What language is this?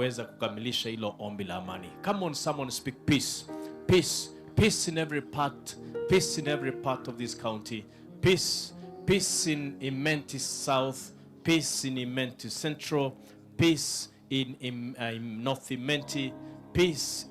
Meru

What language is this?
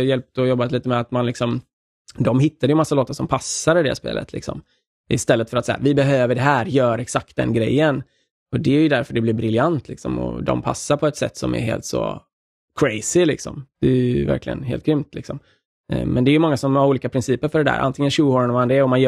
Swedish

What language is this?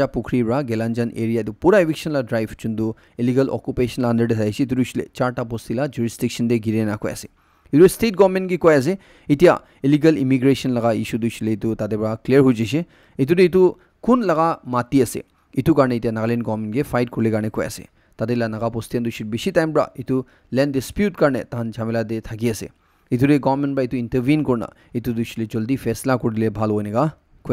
Naga Pidgin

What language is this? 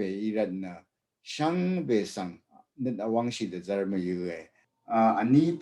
Rawang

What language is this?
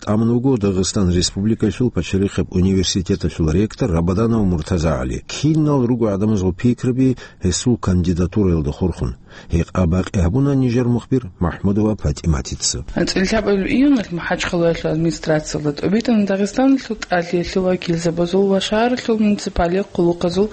Avaric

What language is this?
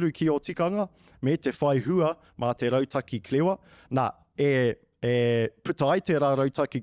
Māori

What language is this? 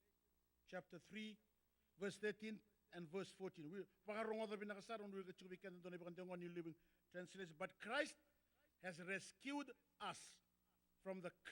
Fijian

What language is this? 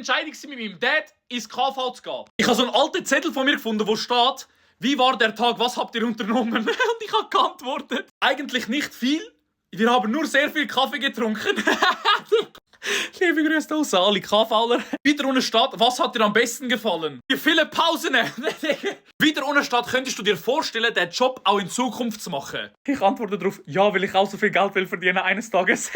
Swiss German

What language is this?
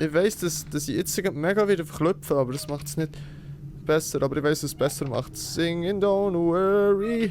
Swiss German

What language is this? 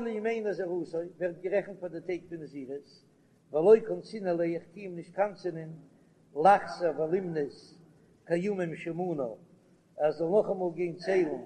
Yiddish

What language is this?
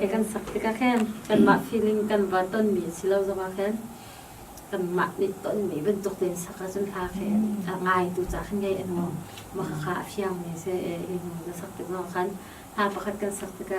Hakha Chin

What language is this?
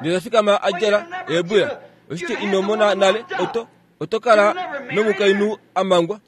Kuanyama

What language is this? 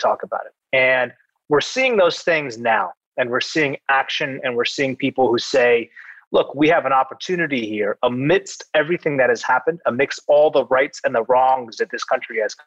English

